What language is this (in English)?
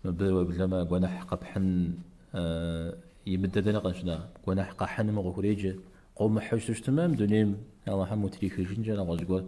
Kabardian